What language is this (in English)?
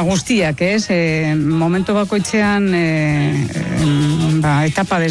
Basque